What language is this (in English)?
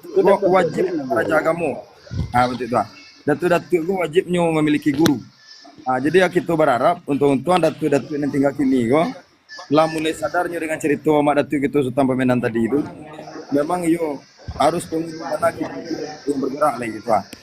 Minangkabau